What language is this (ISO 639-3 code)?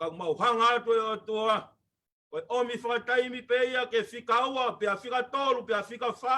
ton